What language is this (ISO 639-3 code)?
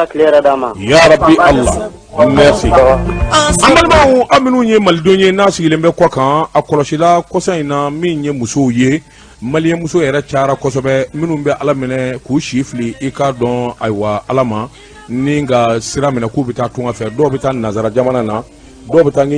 bam